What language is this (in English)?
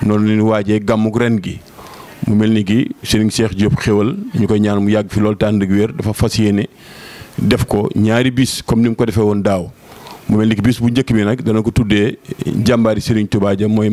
Wolof